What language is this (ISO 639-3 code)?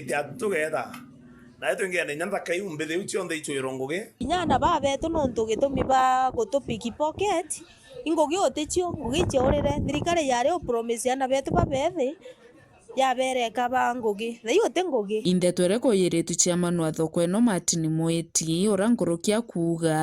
mer